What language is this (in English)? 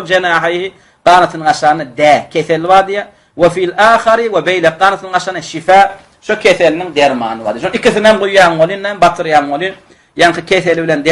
Turkmen